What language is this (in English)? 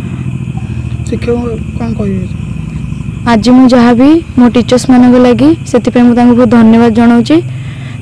Odia